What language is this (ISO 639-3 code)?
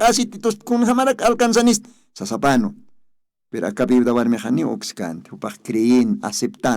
aym